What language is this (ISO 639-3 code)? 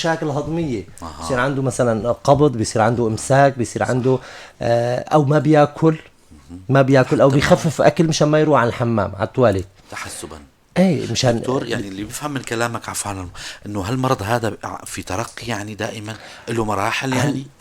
apc